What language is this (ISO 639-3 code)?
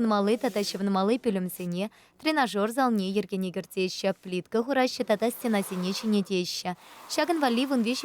chv